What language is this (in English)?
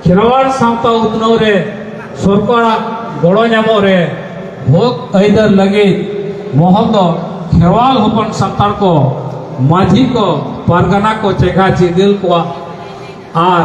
Santali